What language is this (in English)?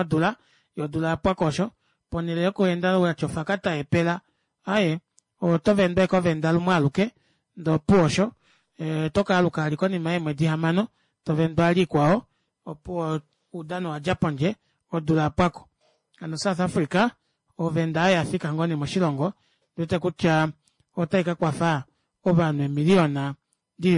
Kuanyama